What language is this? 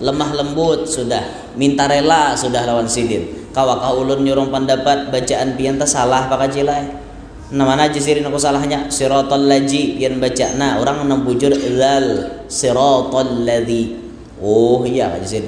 Banjar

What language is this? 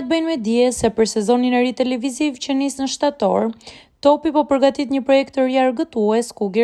Albanian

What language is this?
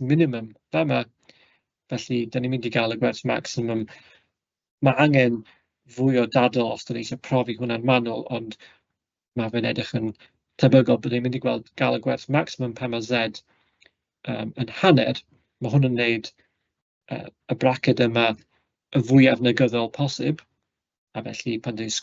Welsh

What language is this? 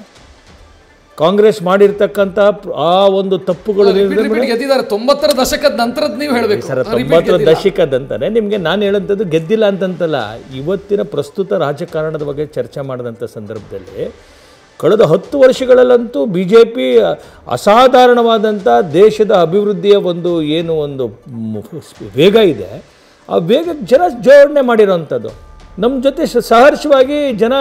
Kannada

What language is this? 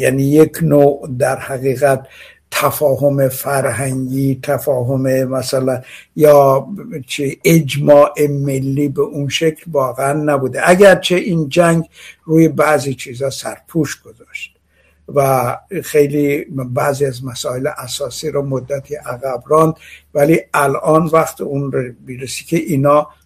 Persian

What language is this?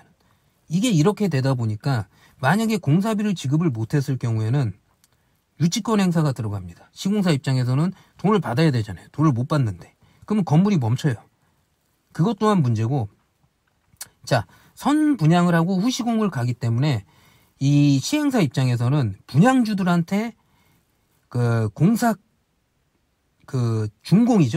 Korean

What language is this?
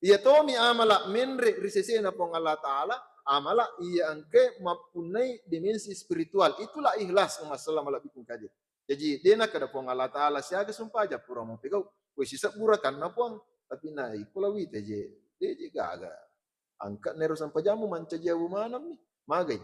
Buginese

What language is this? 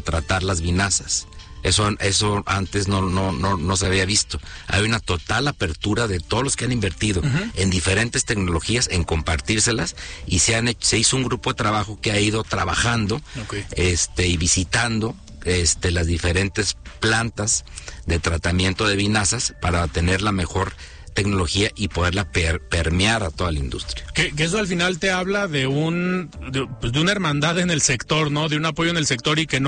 Spanish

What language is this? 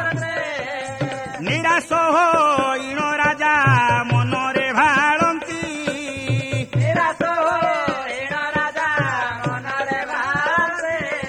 Odia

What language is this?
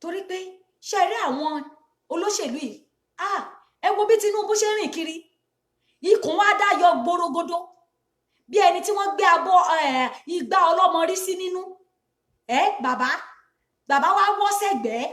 Yoruba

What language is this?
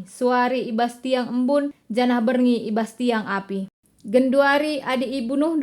Batak Karo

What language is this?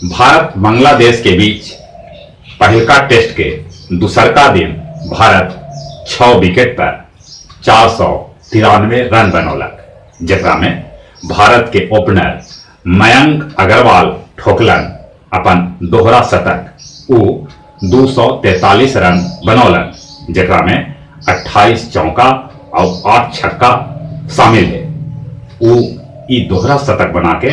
Magahi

